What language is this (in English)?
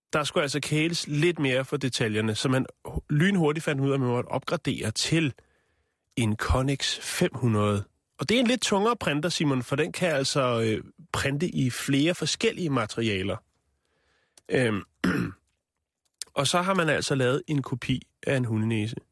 Danish